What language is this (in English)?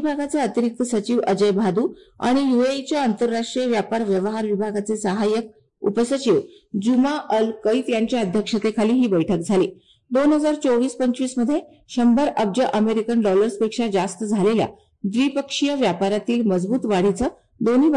Marathi